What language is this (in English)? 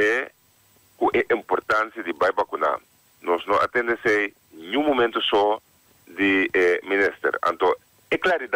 Papiamento